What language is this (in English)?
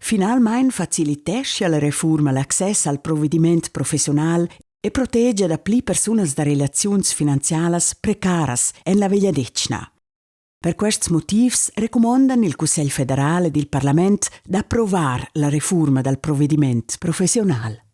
Romansh